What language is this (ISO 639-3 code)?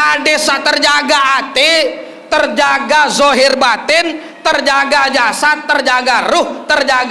sas